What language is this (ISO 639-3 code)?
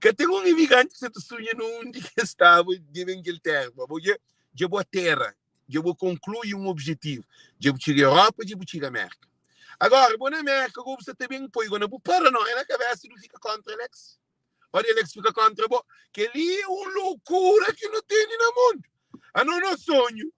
kea